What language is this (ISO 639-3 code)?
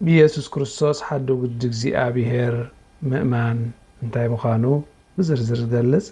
tir